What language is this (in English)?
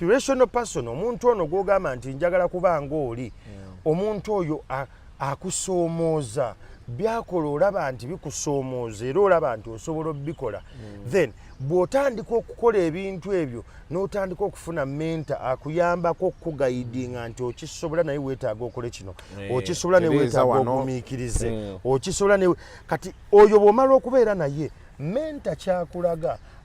Ganda